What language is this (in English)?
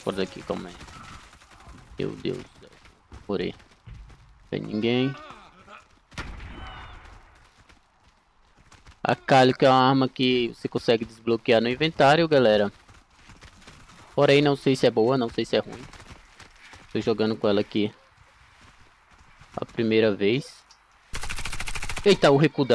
Portuguese